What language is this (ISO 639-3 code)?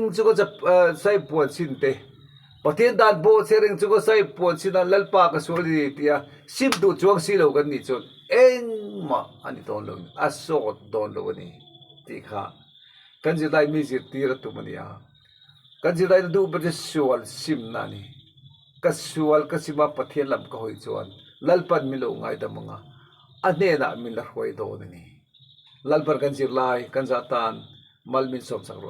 lus